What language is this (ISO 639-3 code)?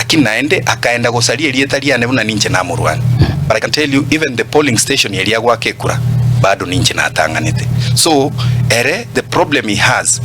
guz